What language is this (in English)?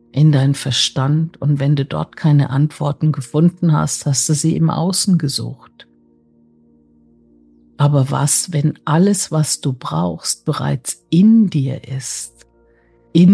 German